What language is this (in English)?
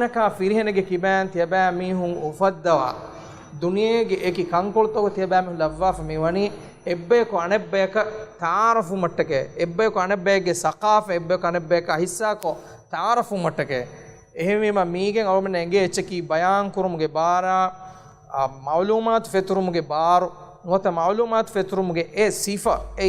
Divehi